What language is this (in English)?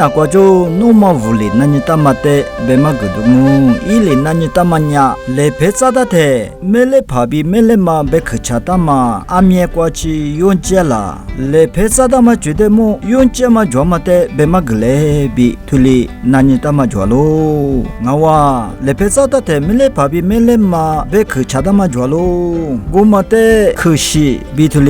Lisu